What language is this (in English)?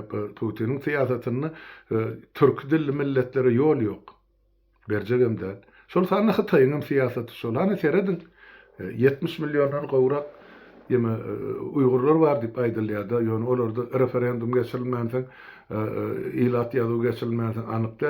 Turkmen